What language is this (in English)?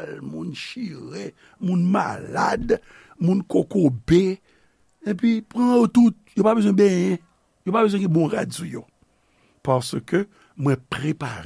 Haitian Creole